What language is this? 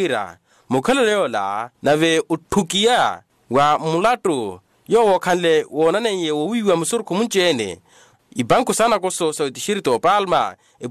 Makhuwa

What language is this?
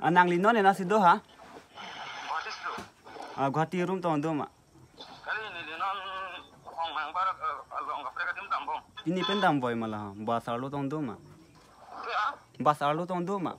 Karbi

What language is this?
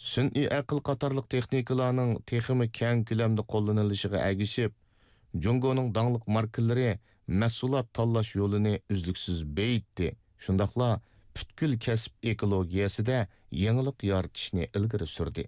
Uyghur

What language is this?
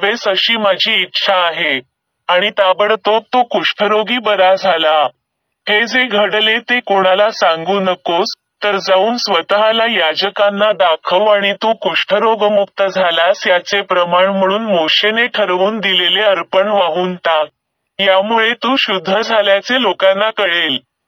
Marathi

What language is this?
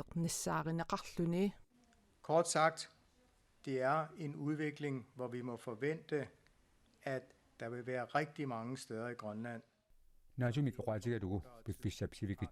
Kalaallisut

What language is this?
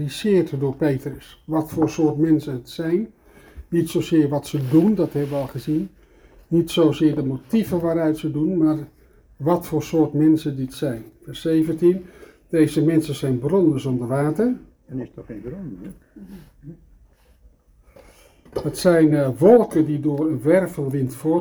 Dutch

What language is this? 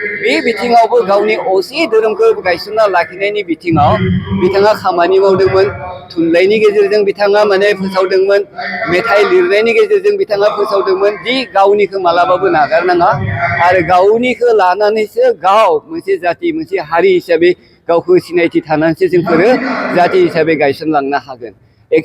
Bodo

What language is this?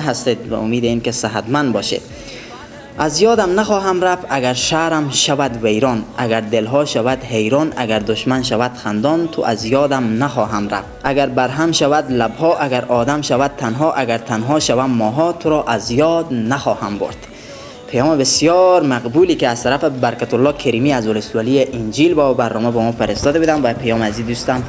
Persian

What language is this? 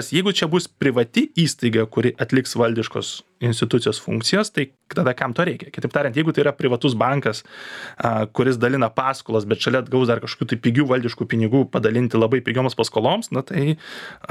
Lithuanian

